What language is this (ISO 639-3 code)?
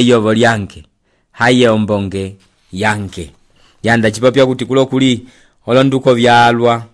umb